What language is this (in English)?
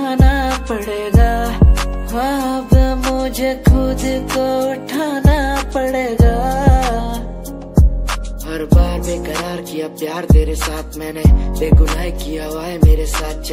Hindi